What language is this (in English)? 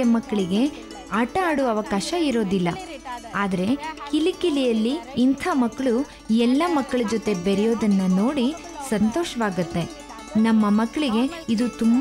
Kannada